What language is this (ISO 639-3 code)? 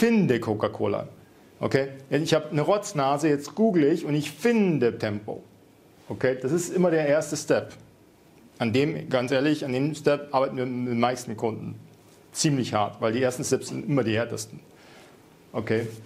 deu